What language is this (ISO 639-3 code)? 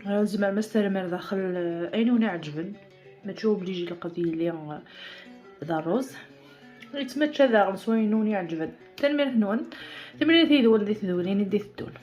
kab